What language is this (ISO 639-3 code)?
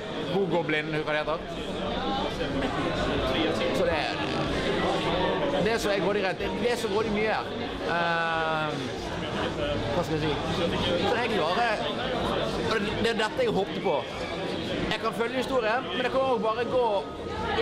nor